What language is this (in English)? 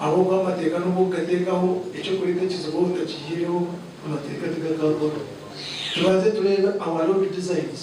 Nyankole